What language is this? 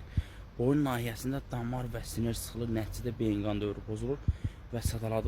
Azerbaijani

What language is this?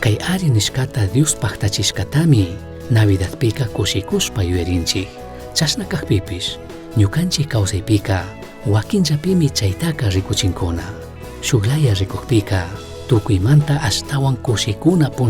Chimborazo Highland Quichua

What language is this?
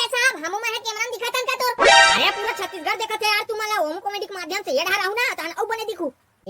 Chhattisgarhi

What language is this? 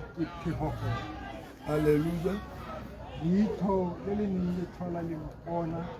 Tswana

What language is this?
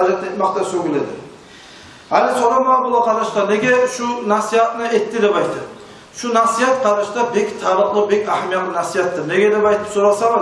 Kumyk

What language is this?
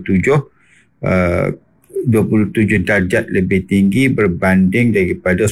Malay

